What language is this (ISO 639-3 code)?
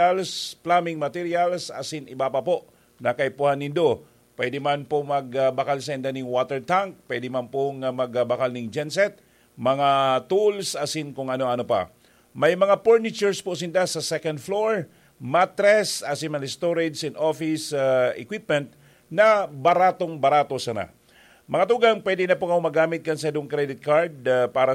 bik